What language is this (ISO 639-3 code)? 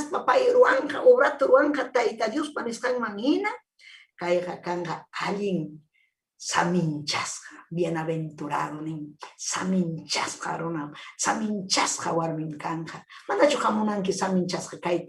quy